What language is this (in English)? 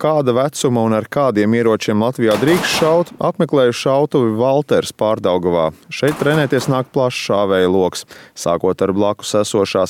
Latvian